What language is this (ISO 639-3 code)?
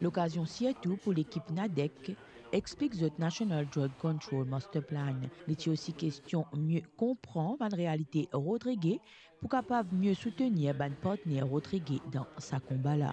mfe